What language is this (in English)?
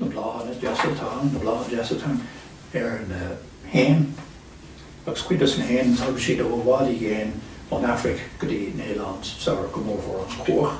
Irish